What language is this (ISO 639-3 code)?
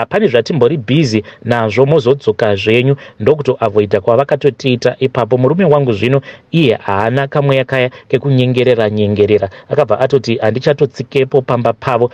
sna